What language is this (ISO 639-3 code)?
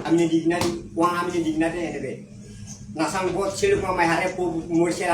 tet